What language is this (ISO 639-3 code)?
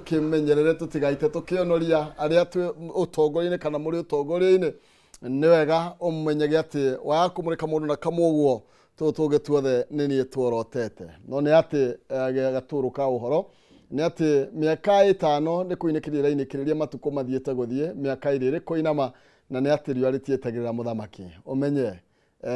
kik